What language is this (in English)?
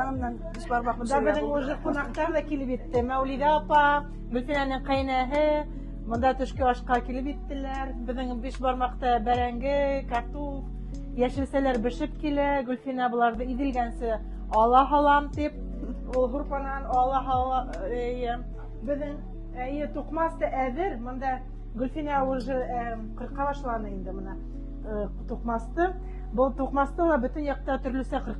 Bashkir